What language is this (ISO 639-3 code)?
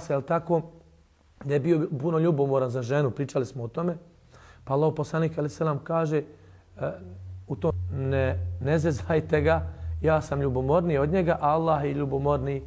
bos